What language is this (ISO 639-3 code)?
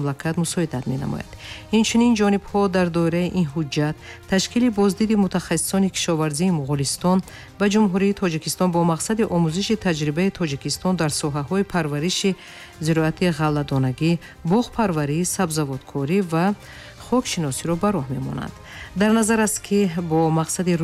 tgk